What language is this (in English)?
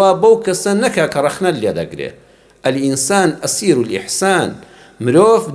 Central Kurdish